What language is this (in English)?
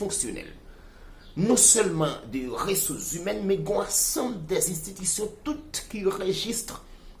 Haitian Creole